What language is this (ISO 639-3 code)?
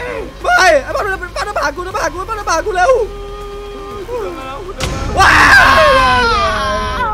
tha